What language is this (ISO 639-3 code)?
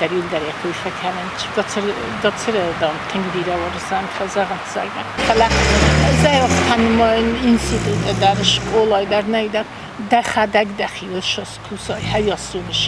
oss